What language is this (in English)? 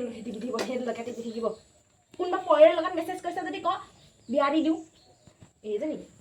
Assamese